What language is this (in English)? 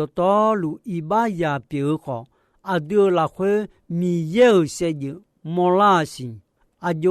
Akha